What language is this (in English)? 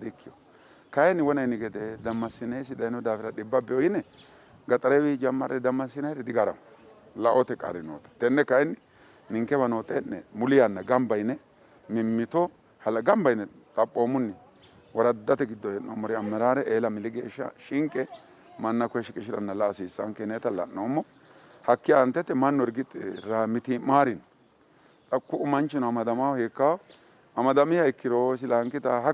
Sidamo